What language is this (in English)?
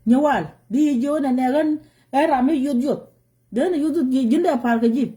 Nuer